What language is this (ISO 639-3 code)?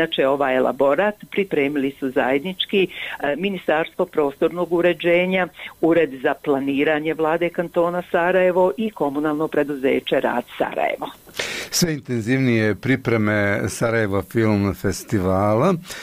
bos